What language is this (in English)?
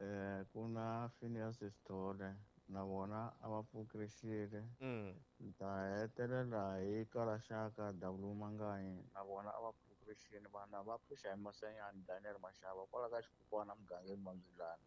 Tsonga